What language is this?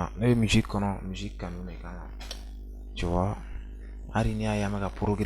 Bambara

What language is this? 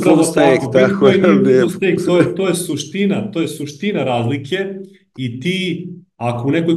Serbian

